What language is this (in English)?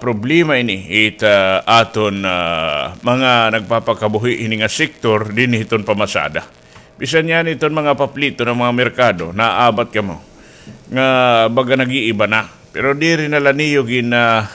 Waray